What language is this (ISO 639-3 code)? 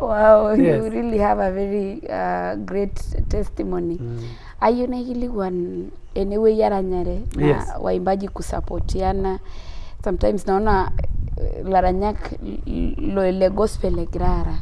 mas